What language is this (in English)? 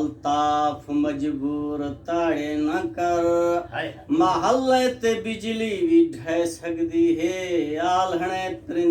Saraiki